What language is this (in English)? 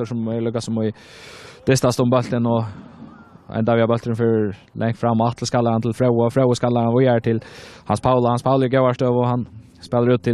Faroese